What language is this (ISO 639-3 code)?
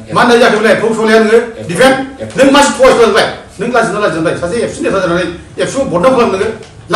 brx